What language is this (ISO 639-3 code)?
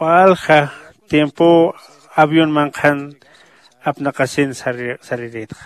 aym